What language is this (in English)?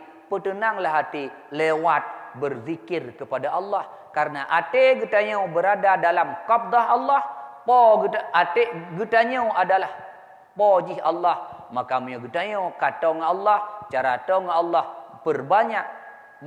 Achinese